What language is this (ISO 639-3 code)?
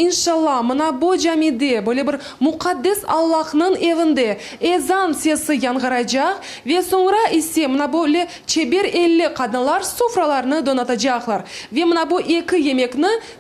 crh